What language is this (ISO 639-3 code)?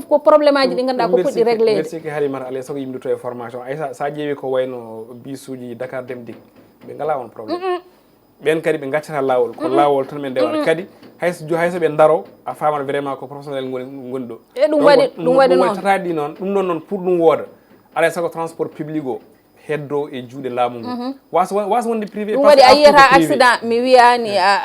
ful